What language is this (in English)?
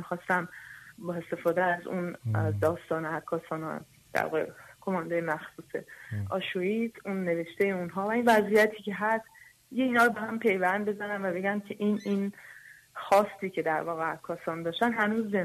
Persian